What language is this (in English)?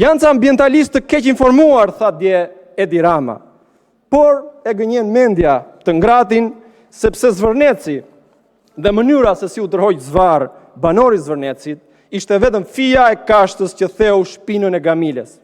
Albanian